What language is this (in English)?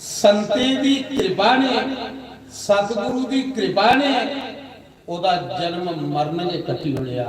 Dogri